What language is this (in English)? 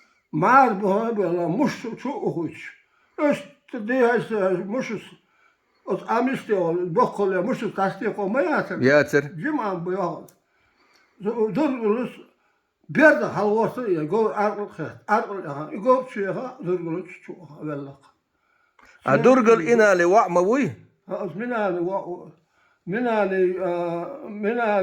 Chechen